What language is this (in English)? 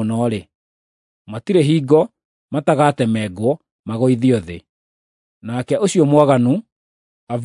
Kikuyu